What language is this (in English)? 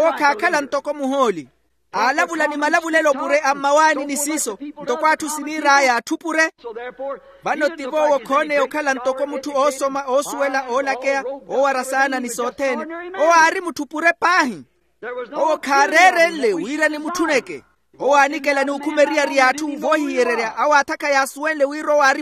Makhuwa